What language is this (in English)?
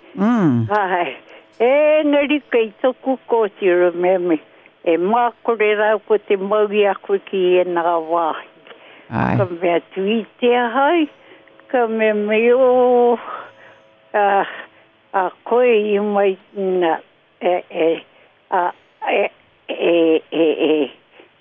Māori